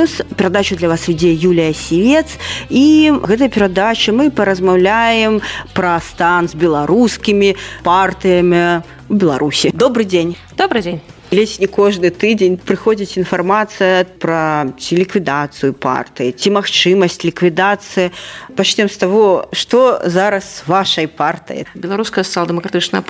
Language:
Belarusian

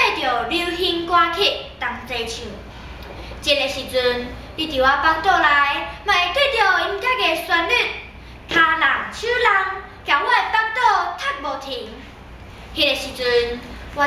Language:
Min Nan Chinese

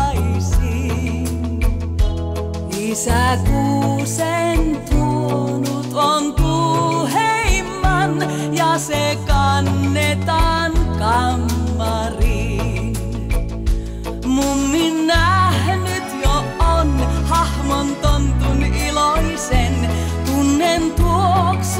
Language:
Finnish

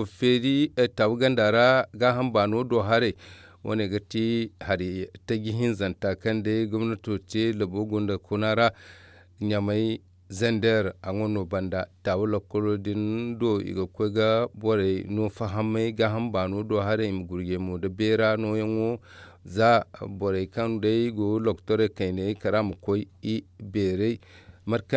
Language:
Zarma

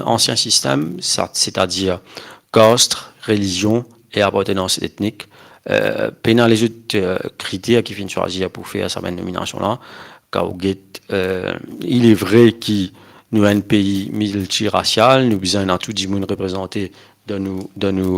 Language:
Morisyen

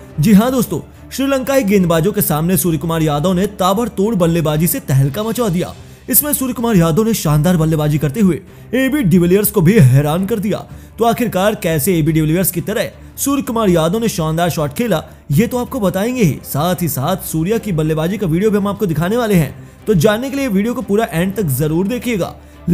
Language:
Hindi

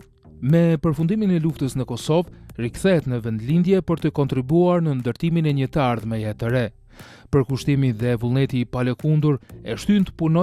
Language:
Albanian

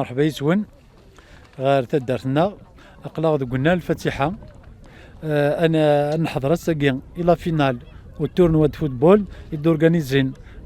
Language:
Kabyle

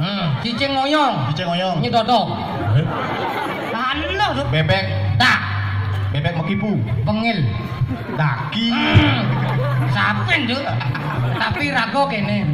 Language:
Balinese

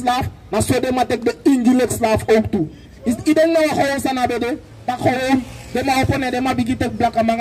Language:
Sranan Tongo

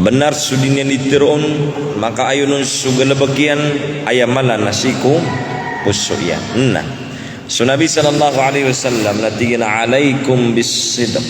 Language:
Maranao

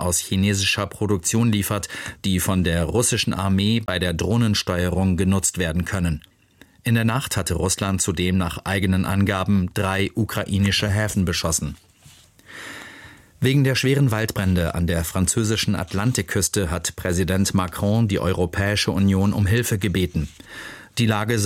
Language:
German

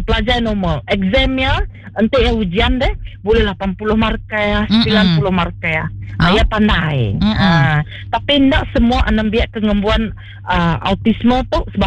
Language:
Iban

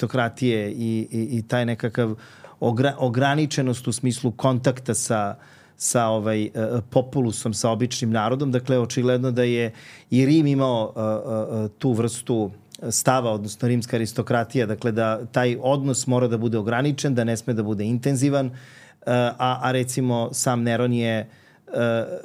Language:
Serbian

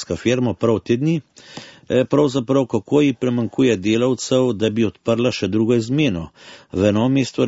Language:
Slovenian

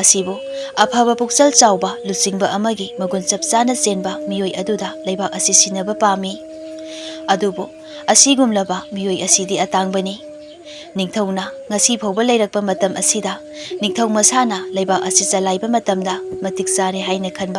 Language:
Manipuri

